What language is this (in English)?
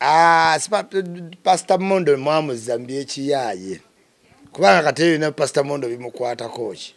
Ganda